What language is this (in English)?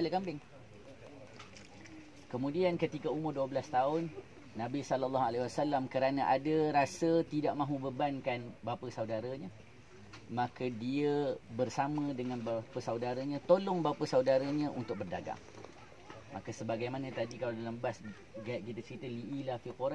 Malay